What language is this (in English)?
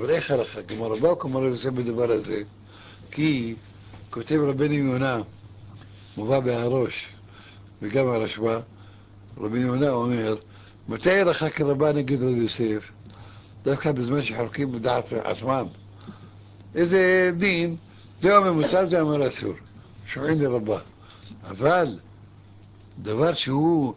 Hebrew